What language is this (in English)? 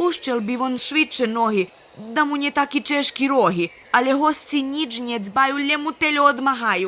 Rusyn